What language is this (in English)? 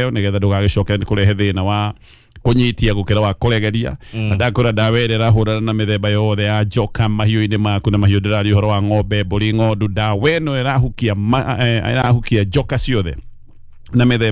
Kikuyu